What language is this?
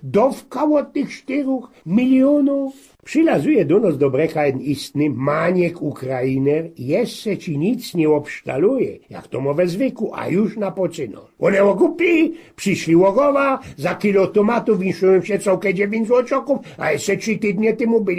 Silesian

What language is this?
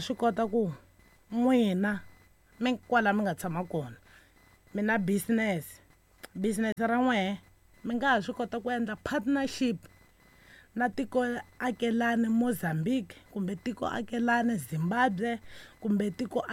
Tsonga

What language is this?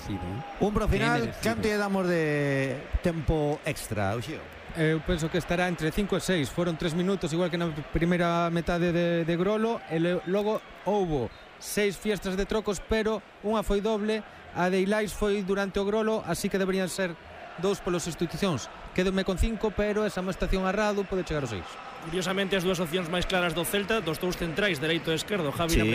Galician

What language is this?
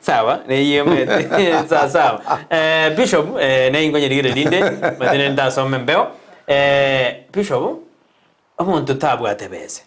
Gusii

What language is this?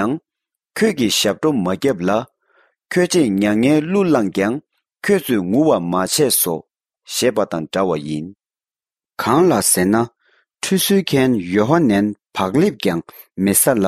Tibetan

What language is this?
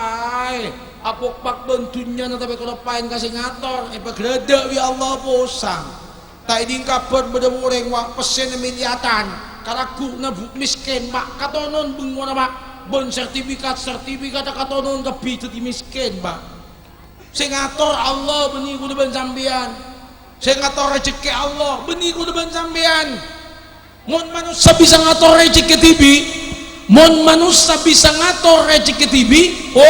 Madurese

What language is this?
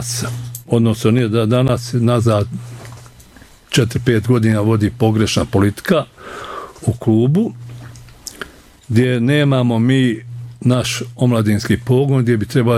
Bosnian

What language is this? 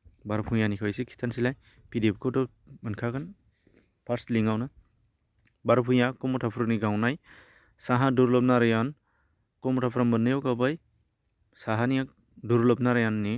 Bodo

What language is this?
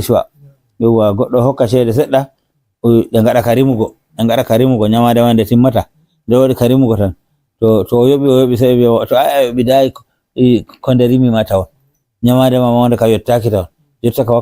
Fula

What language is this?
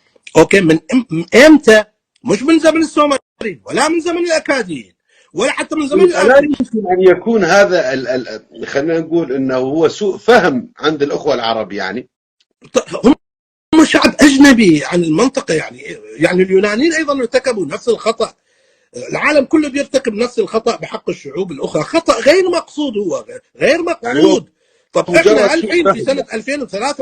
North Levantine Arabic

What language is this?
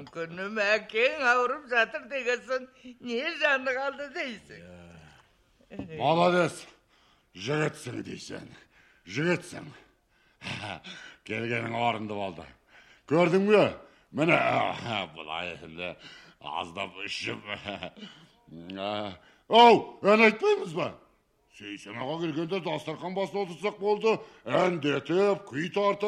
Kazakh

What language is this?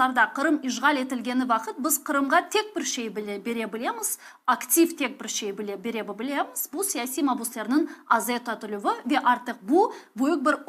Crimean Tatar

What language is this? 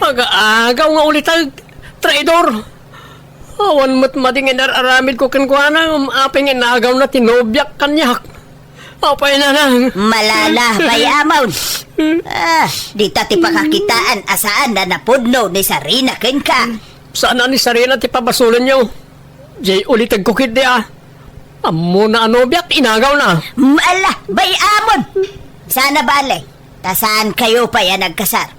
Iloko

